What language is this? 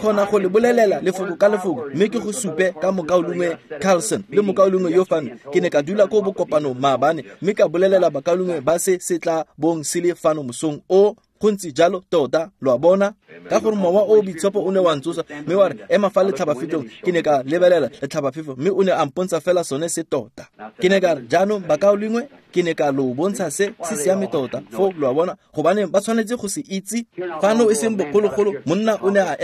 Tswana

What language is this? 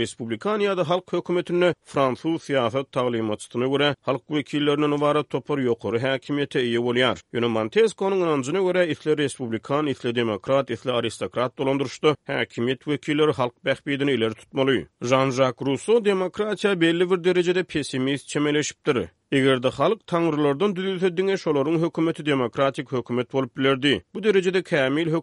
Turkmen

